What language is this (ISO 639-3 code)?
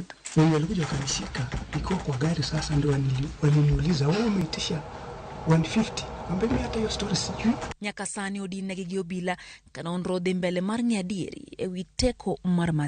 luo